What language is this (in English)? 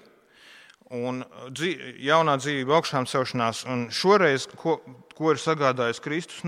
Latvian